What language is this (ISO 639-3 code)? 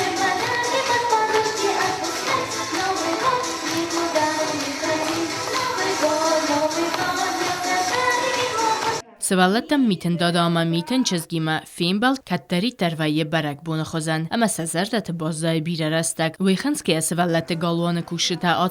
oss